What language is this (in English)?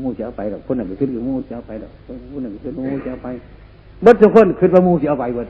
Northeastern Thai